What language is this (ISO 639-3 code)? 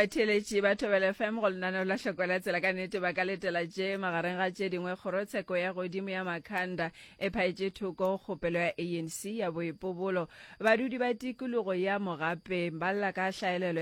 nso